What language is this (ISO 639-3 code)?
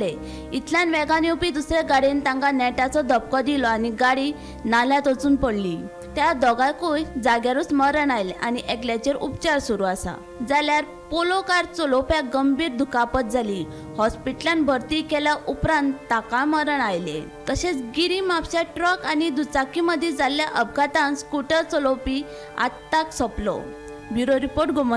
kok